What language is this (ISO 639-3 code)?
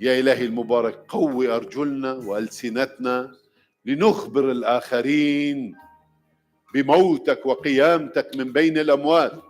acm